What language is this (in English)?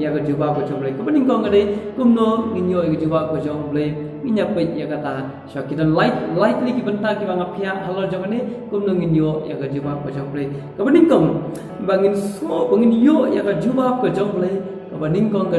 Khasi